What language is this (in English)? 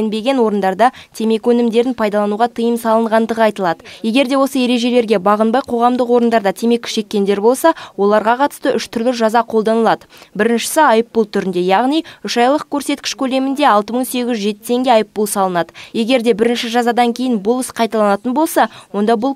Kazakh